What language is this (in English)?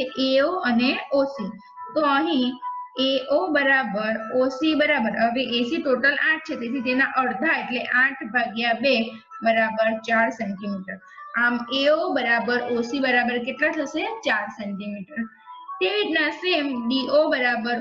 Gujarati